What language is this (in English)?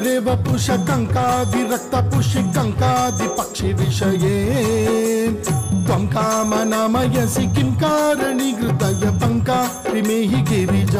Telugu